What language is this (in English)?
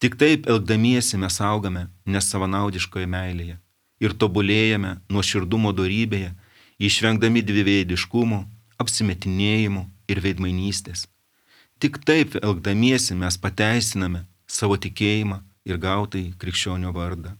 Lithuanian